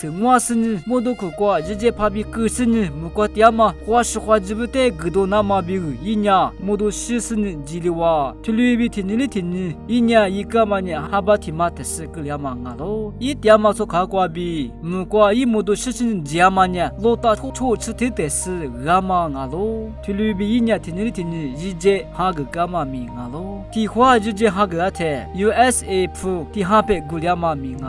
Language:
Lisu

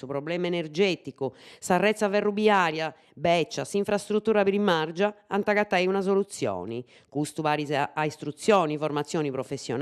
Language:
Sardinian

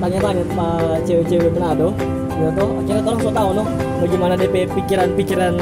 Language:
Manado Malay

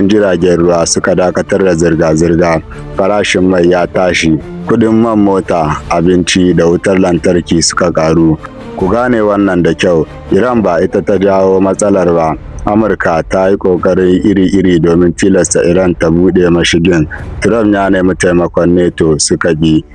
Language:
Hausa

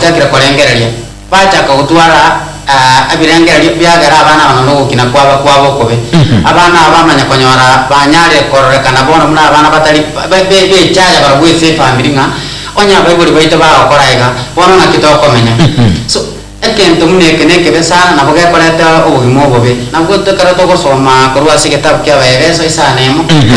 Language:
Gusii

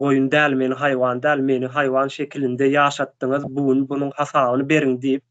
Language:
Turkmen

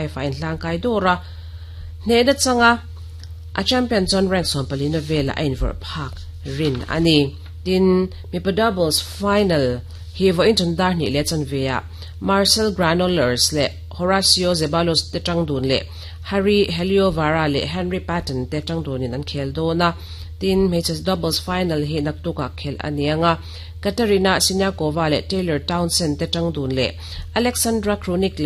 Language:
Mizo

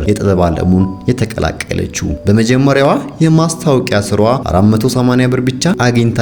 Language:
Amharic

